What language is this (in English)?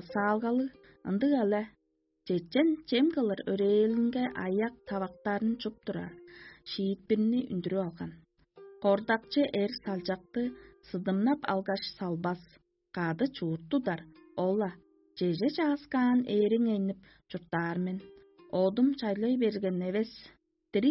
Tuvinian